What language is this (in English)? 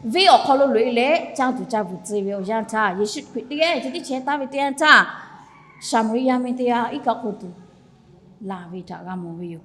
Lahu